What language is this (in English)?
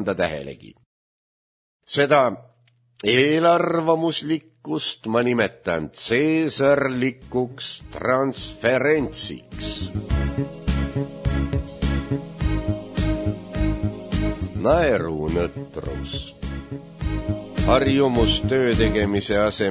Estonian